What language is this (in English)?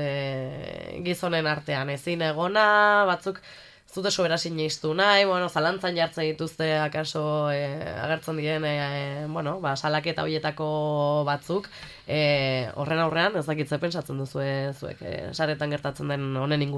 Basque